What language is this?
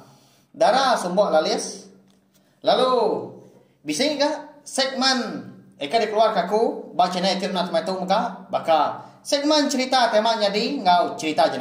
Iban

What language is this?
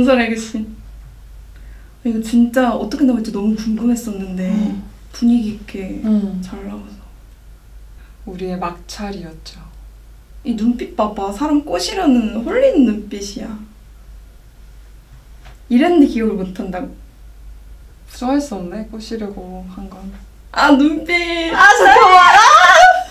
Korean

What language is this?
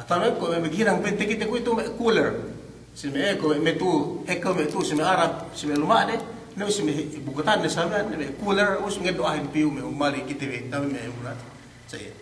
Yakan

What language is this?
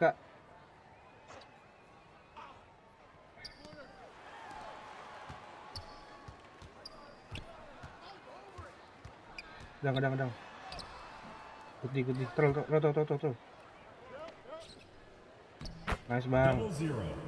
Indonesian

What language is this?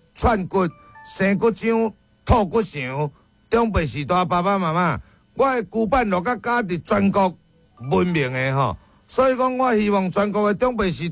Min Nan Chinese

